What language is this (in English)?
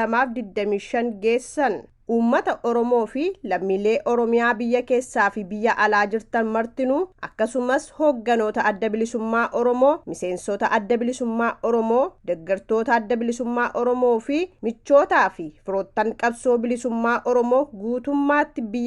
Oromo